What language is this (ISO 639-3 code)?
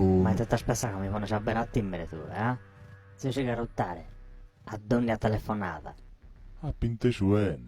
srd